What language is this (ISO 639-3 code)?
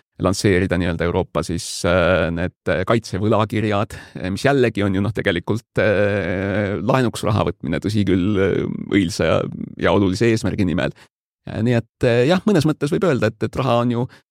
est